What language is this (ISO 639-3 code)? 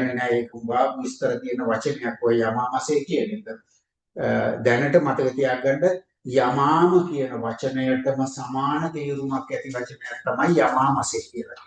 sin